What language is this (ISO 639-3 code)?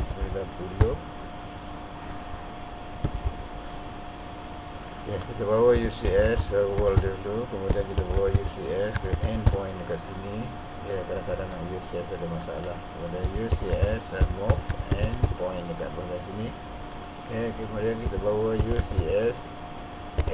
msa